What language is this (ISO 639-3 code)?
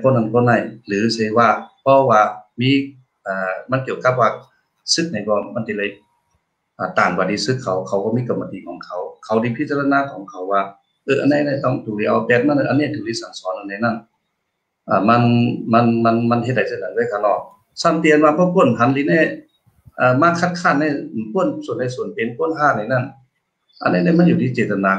shn